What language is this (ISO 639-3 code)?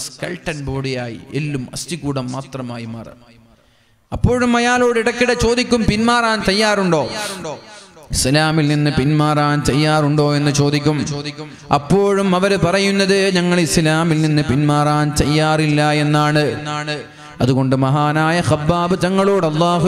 mal